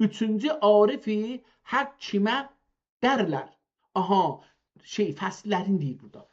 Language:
South Azerbaijani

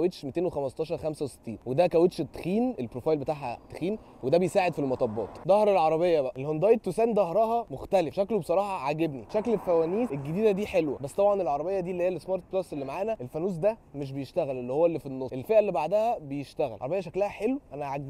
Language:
Egyptian Arabic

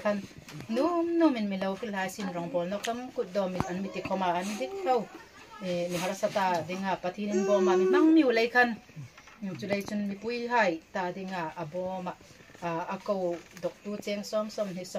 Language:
Hmar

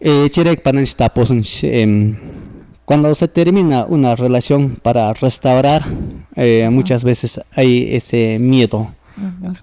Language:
Quechua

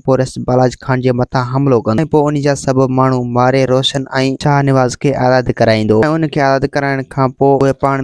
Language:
Sindhi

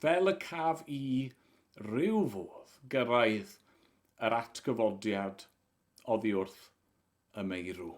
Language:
Welsh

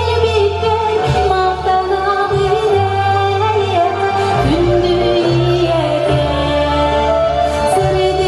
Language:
Yakut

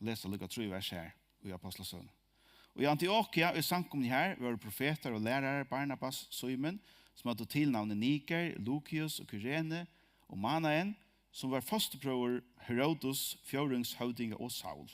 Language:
Faroese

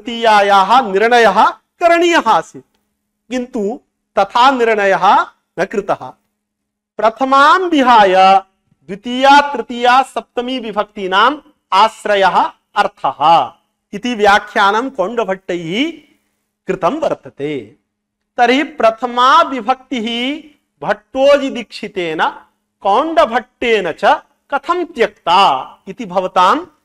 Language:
Sanskrit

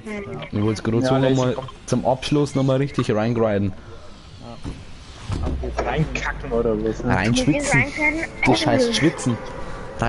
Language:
Bavarian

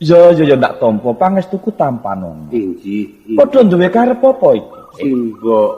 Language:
Javanese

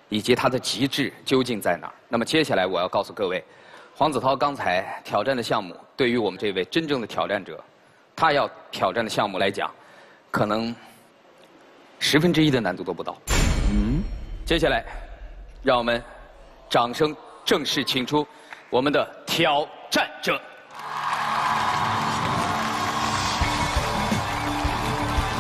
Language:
Chinese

